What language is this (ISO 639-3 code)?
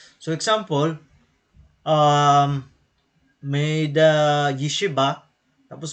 war